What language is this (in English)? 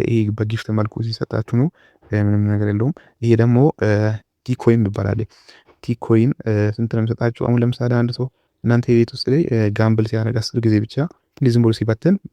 Amharic